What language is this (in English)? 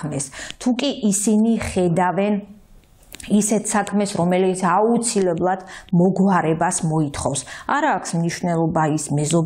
Georgian